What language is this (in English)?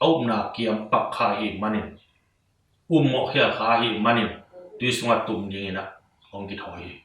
Tedim Chin